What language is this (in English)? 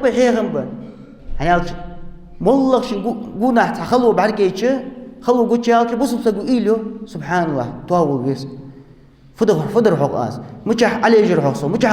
Ingush